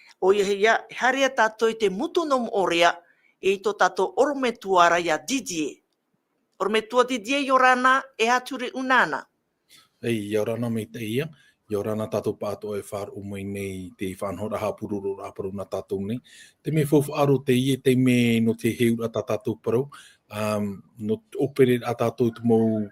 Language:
Tahitian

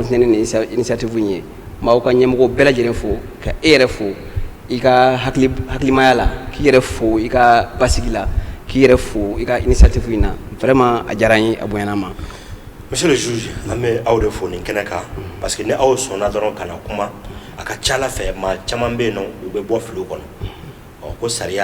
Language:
Bambara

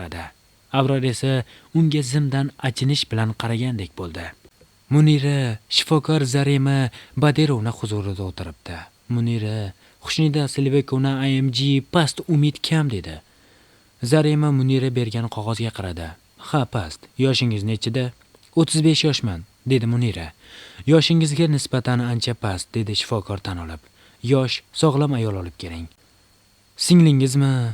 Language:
Uzbek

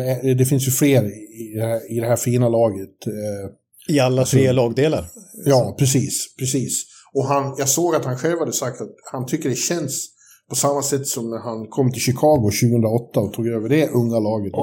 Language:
Swedish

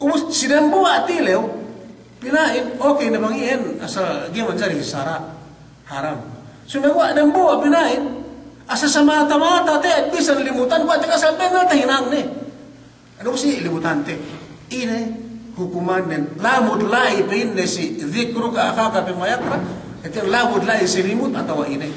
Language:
Yakan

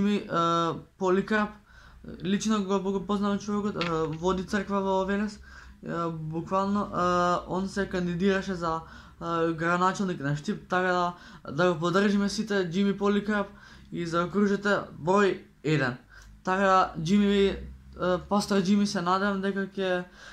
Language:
Macedonian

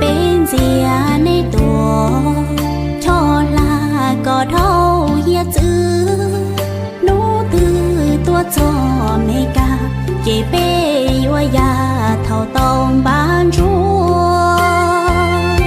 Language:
Hmong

